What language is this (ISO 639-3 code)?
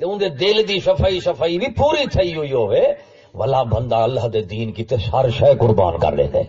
skr